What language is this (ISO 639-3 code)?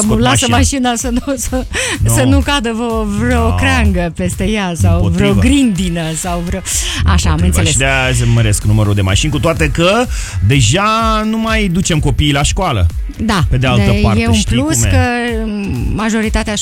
ron